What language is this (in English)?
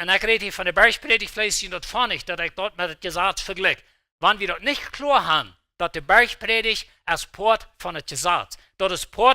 Plautdietsch